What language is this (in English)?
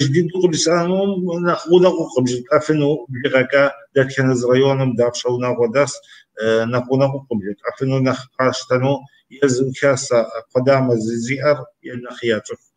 Kabardian